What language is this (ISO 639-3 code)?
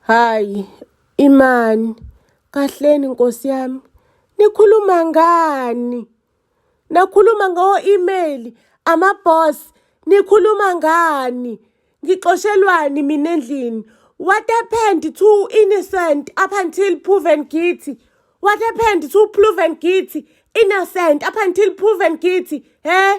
zul